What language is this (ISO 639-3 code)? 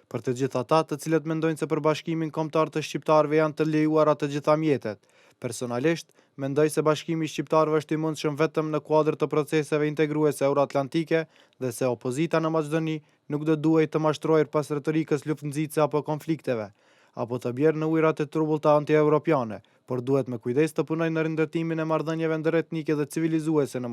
sqi